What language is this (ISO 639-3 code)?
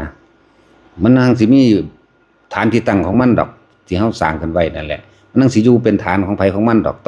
lao